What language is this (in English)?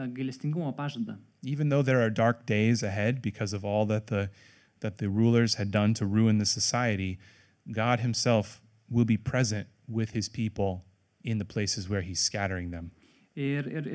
Lithuanian